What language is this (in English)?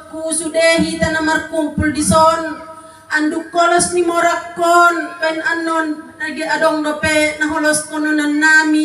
Batak Toba